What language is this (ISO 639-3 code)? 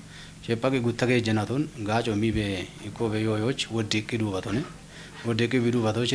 kbr